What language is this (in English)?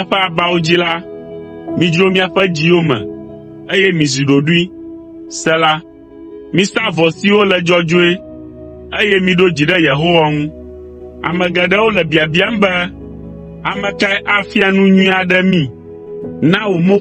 Ewe